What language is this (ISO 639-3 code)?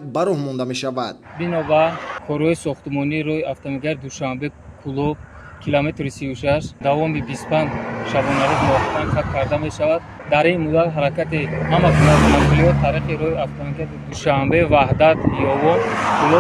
tgk